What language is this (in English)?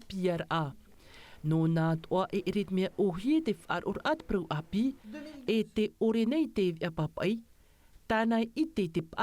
Tahitian